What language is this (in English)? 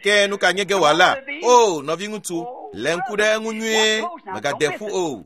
Ewe